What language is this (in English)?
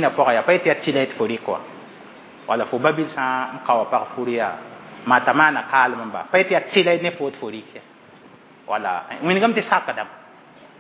Mossi